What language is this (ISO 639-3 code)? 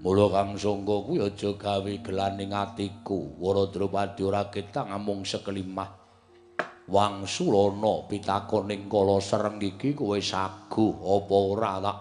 jav